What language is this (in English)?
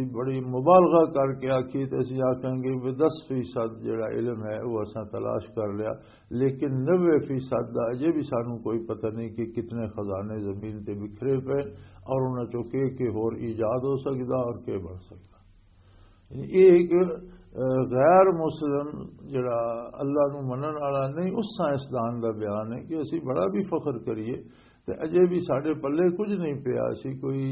Western Panjabi